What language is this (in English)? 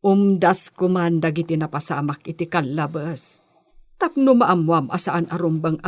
Iloko